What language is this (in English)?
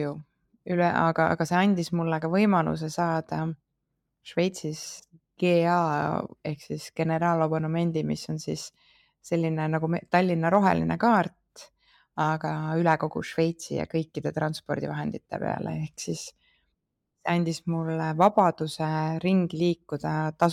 Estonian